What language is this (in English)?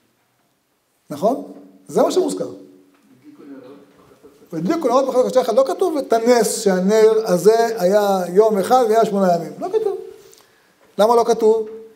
Hebrew